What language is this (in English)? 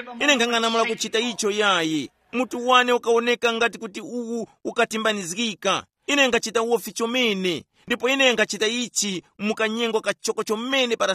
Tumbuka